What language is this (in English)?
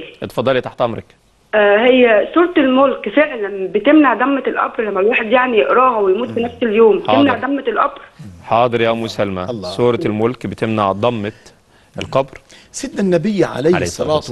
Egyptian Arabic